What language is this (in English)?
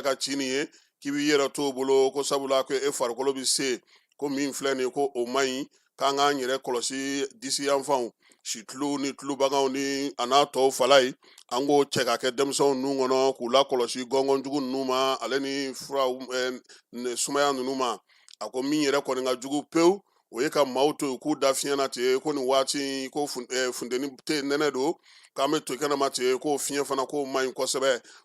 Bambara